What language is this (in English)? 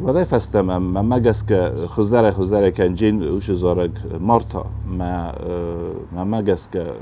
Ossetic